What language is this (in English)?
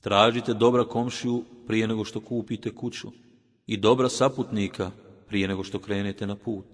Bosnian